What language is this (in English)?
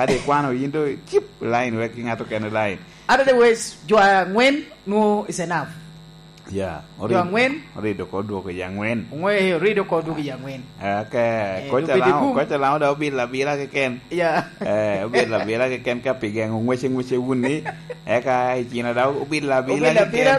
Lango (Uganda)